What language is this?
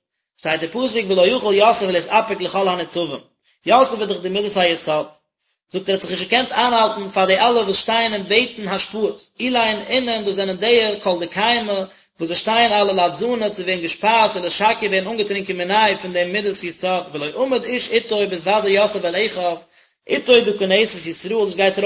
Yiddish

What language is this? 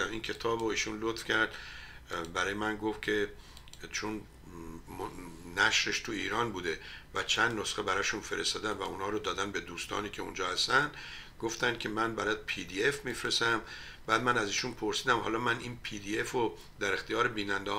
Persian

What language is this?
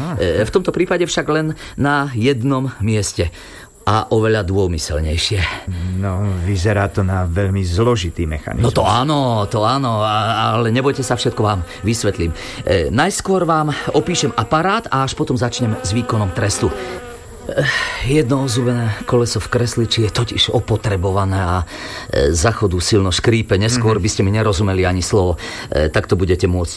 Slovak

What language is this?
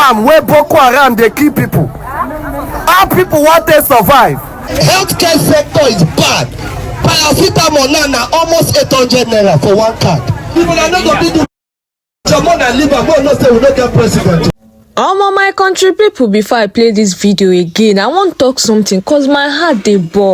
Nigerian Pidgin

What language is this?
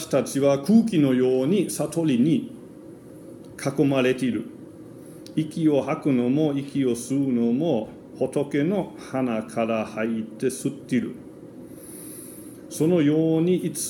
Japanese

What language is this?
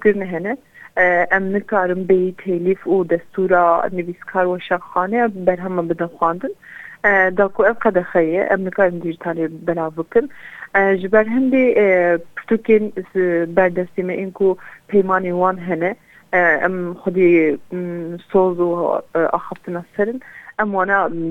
Kurdish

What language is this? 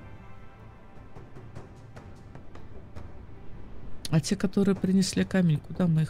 Russian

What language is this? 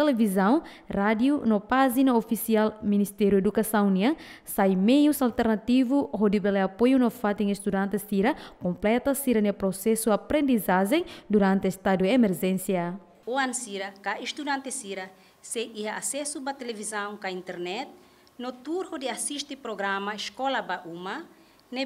Tetum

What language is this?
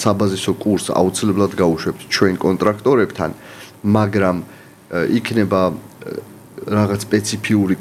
Georgian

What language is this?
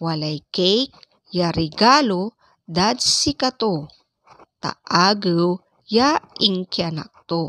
Pangasinan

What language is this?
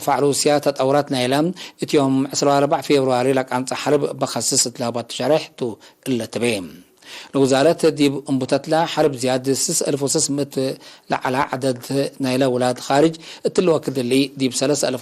Tigre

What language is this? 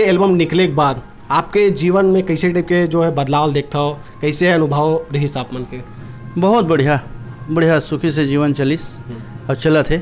Chhattisgarhi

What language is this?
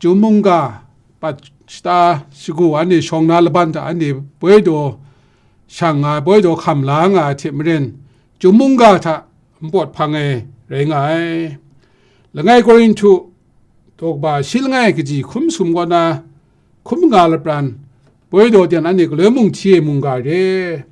Kachin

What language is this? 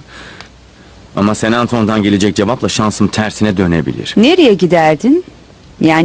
Turkish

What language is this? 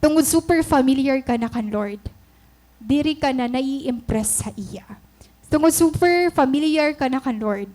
Waray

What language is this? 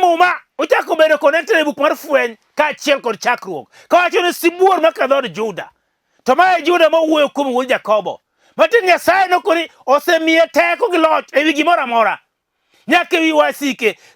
Luo (Kenya and Tanzania)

